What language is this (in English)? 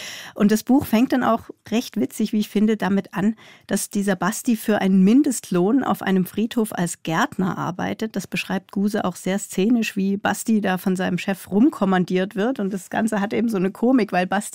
Swiss German